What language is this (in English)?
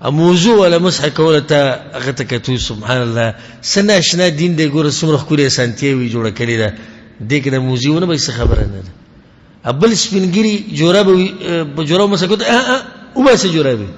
Pashto